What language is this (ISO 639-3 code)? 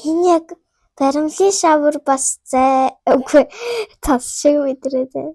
mon